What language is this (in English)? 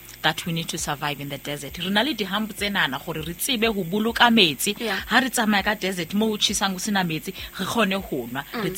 Southern Sotho